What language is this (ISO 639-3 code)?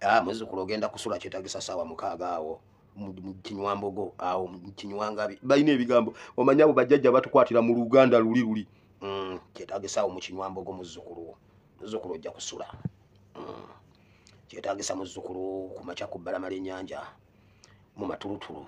lug